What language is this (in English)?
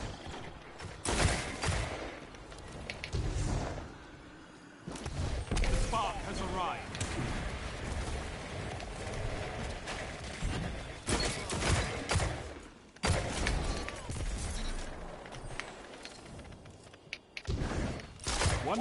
English